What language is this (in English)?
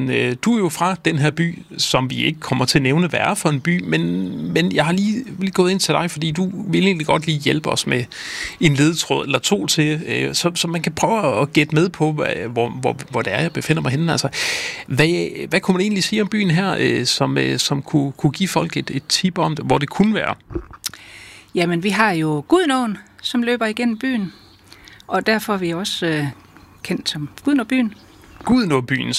Danish